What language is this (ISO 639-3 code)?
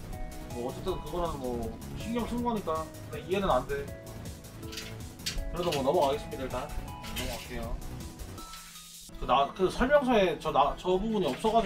kor